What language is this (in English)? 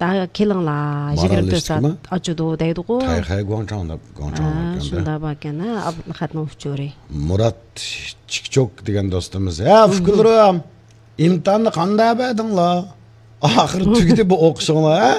Uyghur